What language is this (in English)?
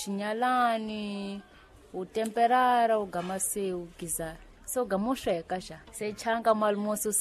Tsonga